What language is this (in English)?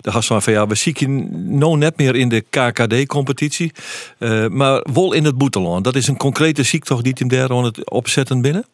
Western Frisian